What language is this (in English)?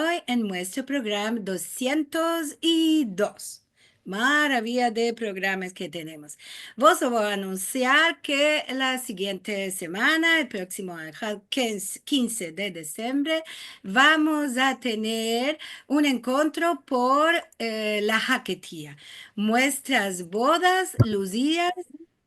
Ladino